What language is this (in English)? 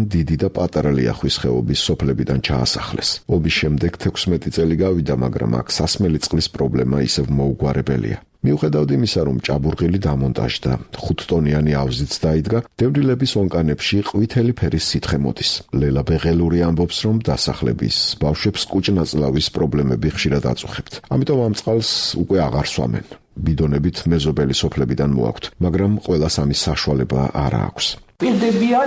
Georgian